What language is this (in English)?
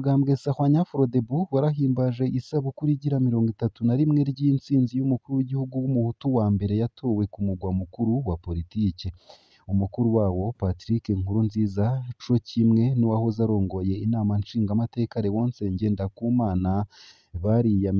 Rundi